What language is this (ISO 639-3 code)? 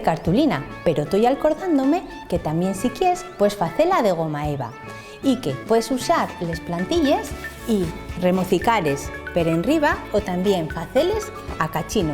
ast